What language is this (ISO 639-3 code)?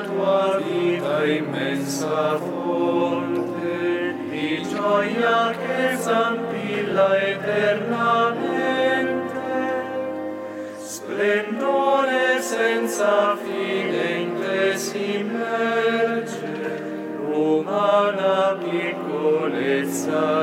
ita